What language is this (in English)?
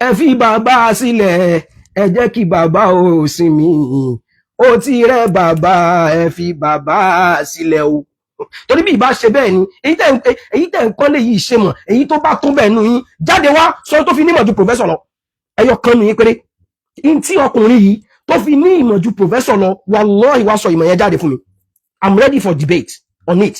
Yoruba